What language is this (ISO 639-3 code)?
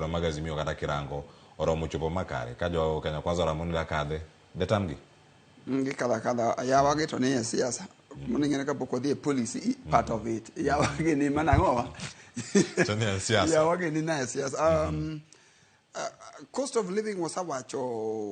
luo